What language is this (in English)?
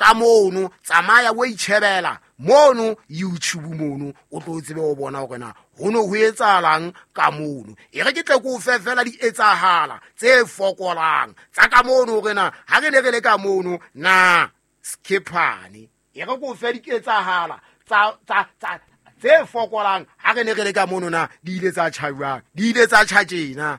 Southern Sotho